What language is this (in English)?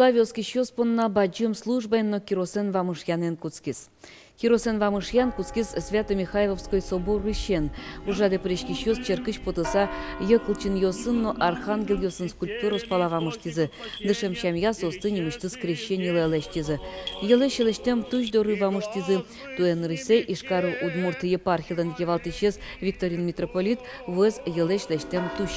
Udmurt